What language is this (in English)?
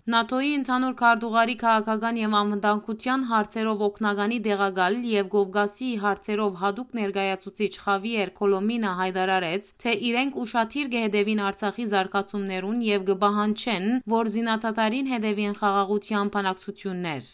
Western Armenian